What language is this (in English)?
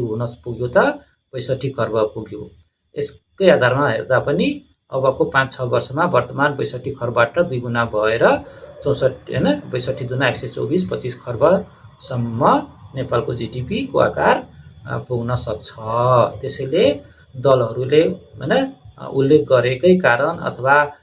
Nepali